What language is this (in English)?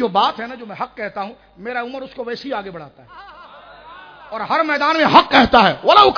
Urdu